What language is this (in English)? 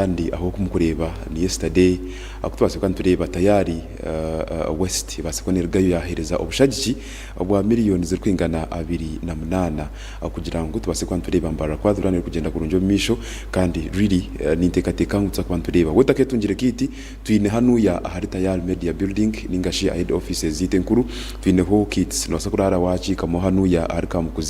Nyankole